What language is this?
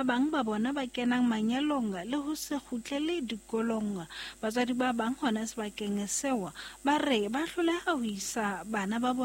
Southern Sotho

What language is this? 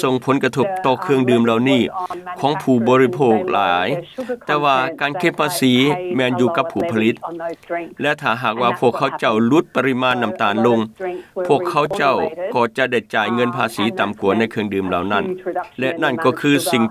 Lao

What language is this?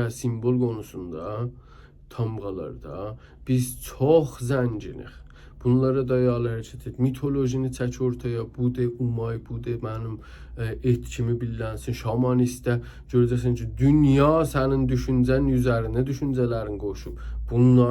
South Azerbaijani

